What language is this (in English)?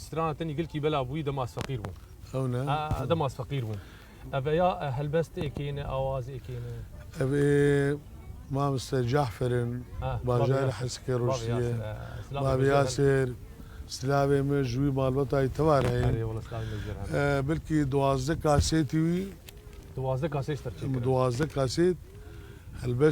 Kurdish